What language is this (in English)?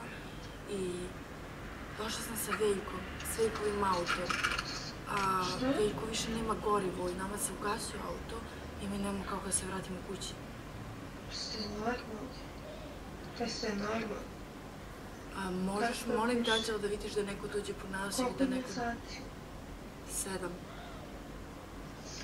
Serbian